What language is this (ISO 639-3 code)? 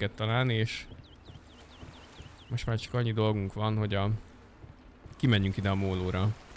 hun